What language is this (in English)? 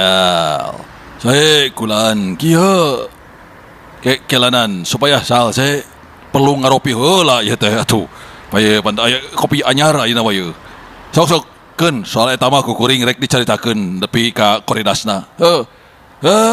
Sundanese